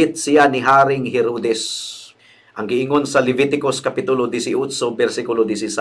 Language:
Cebuano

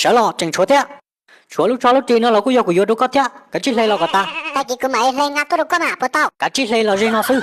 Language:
Hmong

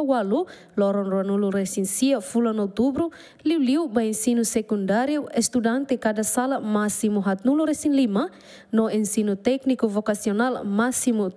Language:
Tetum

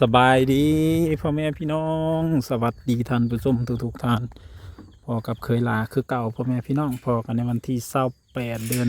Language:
Lao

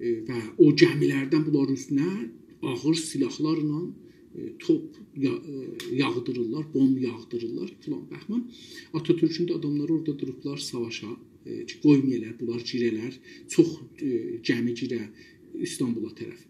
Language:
South Azerbaijani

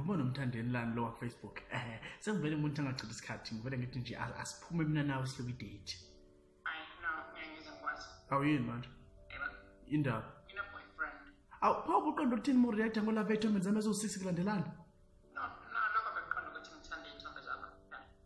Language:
Zulu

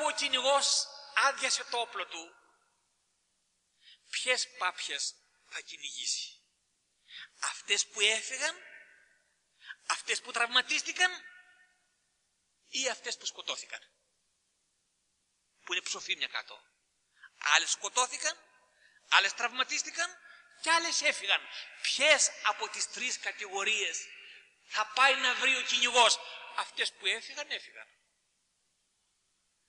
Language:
Greek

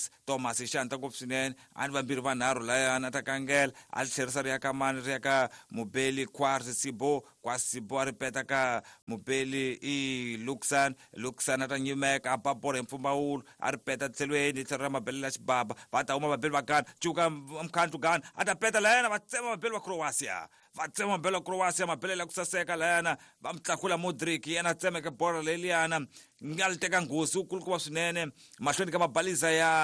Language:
Tsonga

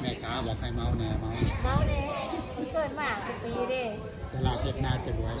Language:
Northeastern Thai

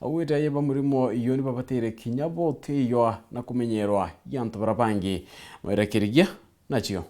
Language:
Meru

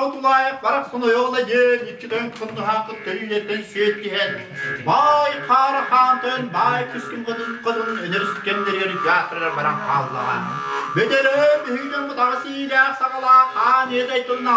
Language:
Yakut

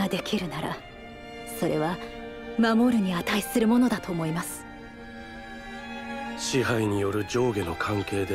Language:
Japanese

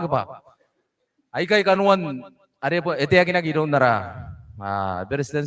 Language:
Gilbertese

